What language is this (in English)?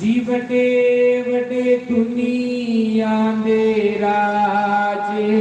Dogri